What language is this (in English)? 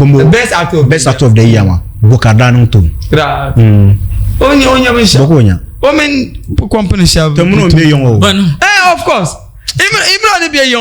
Dagbani